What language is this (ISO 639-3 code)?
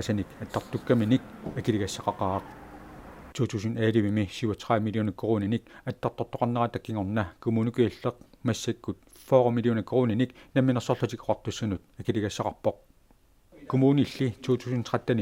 kal